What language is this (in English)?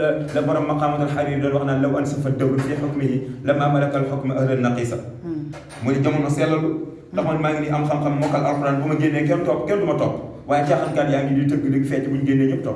Wolof